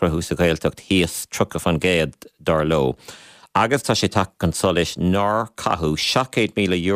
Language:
Irish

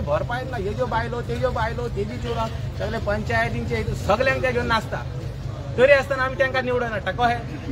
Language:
Konkani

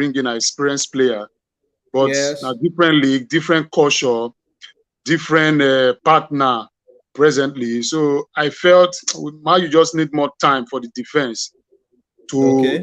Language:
Nigerian Pidgin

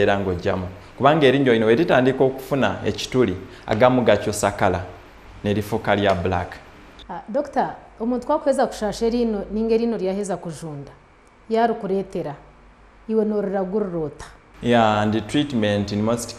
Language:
Nyankole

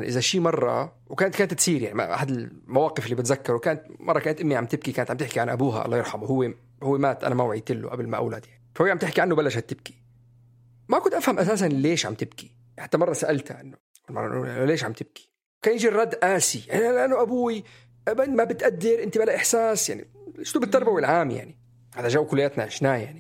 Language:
North Levantine Arabic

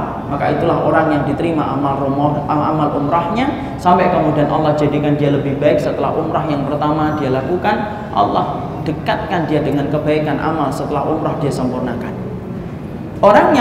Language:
Indonesian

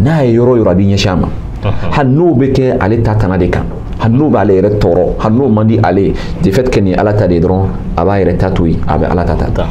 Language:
Bambara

